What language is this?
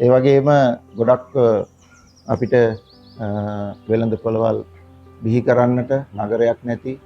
Sinhala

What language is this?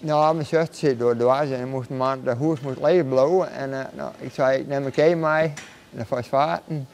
Western Frisian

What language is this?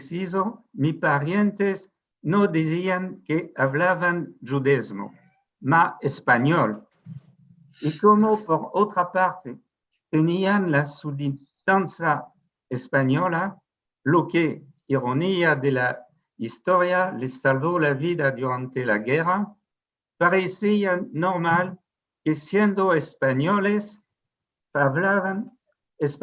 Ladino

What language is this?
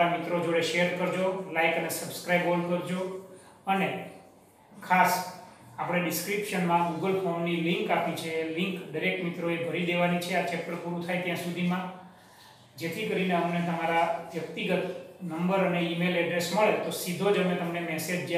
Gujarati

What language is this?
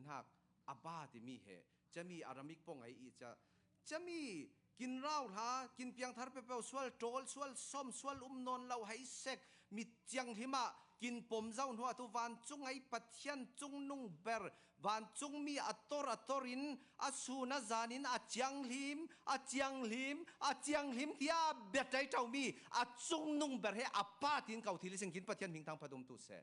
Falam Chin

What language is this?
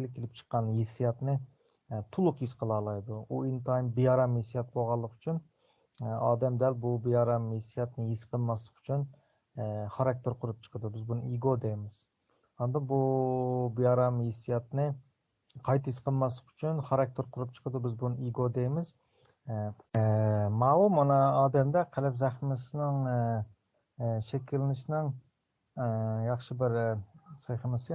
Uyghur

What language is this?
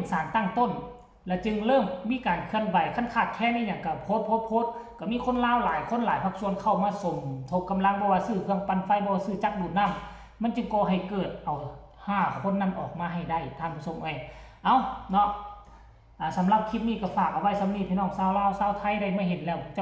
Lao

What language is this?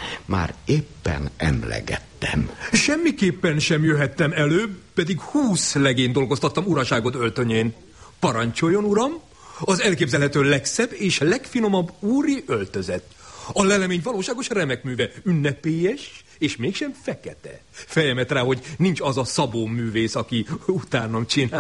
Hungarian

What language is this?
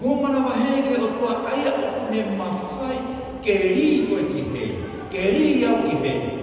Tongan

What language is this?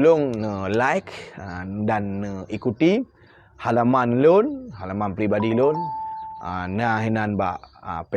Achinese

